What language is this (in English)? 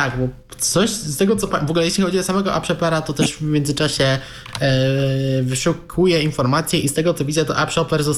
Polish